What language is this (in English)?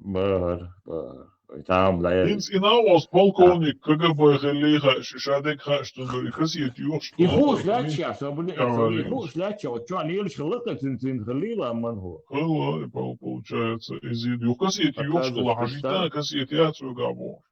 Chechen